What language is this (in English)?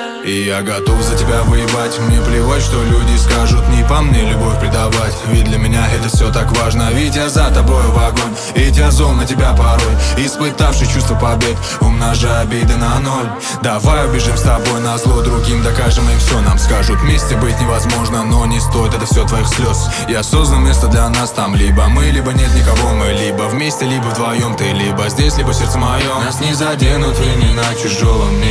Russian